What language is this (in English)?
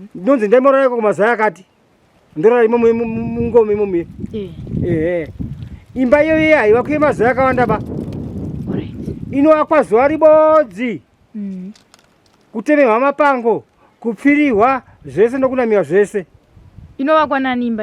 Shona